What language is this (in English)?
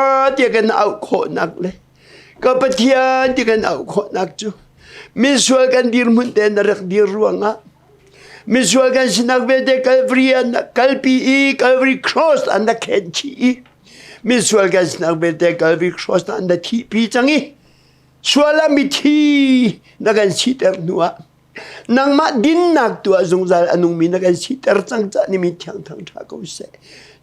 Hakha Chin